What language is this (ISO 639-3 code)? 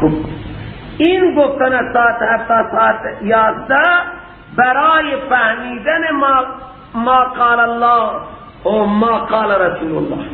fas